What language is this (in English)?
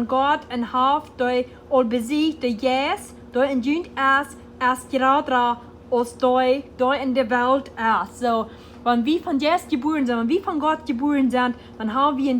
Plautdietsch